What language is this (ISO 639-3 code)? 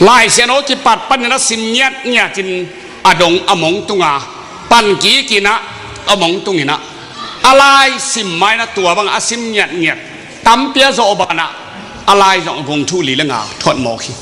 ctd